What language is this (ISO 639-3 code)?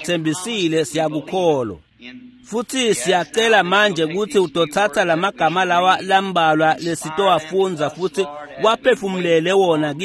ssw